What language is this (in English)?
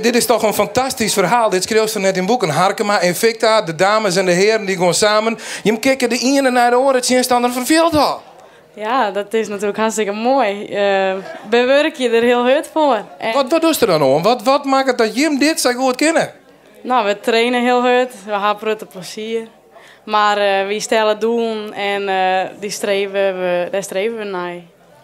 Western Frisian